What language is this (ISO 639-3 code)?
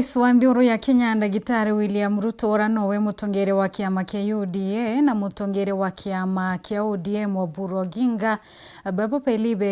mer